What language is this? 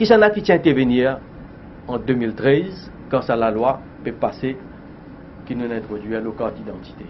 Morisyen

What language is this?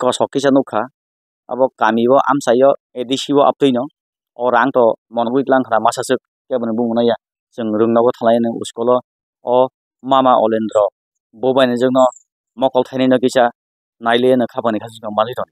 Kok Borok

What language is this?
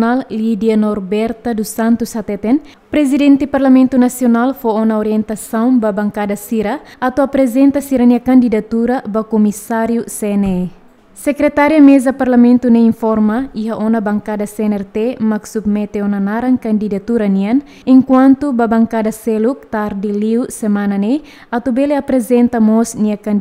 Tetum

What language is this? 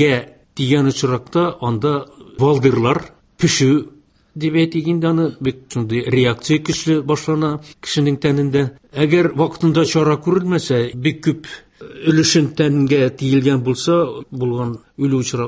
Tatar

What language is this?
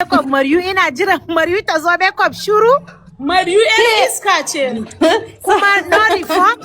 Hausa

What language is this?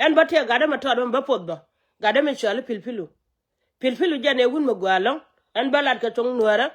Nuer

